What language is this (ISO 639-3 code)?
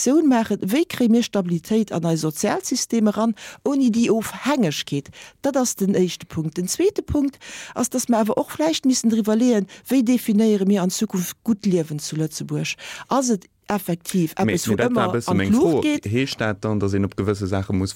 ltz